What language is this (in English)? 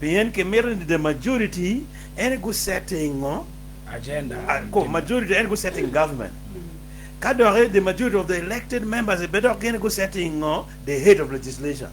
Acoli